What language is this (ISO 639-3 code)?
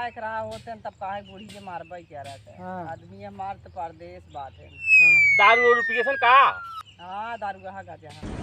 awa